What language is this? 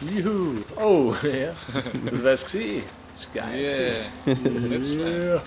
Swiss German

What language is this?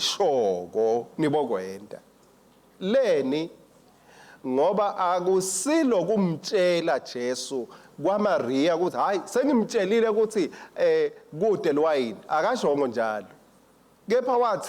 Swati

